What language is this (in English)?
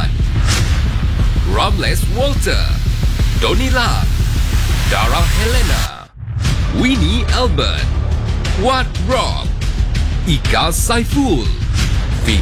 Iban